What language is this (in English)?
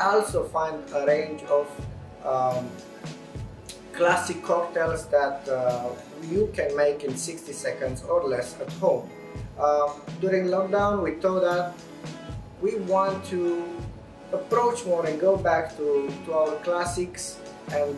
English